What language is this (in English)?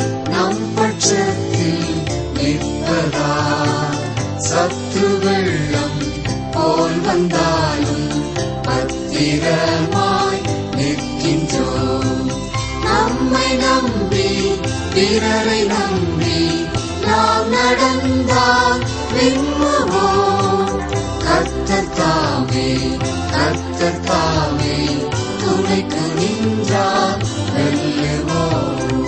Tamil